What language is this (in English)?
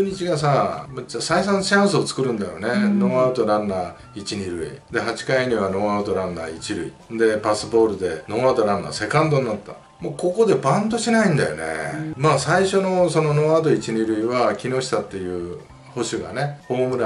Japanese